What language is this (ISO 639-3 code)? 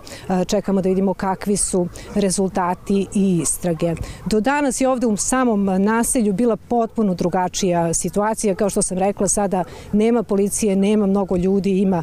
hrv